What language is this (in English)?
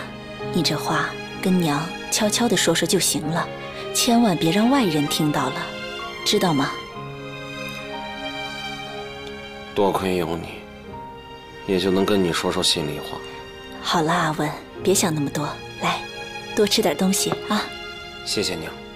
Chinese